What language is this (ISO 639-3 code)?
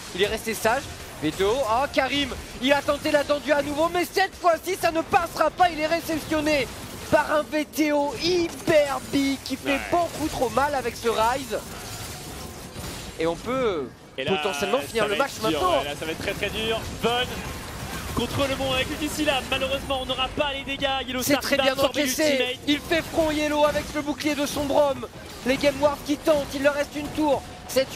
fra